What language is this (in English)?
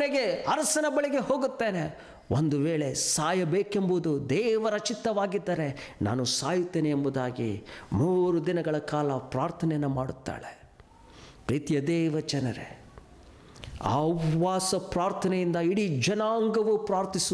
Kannada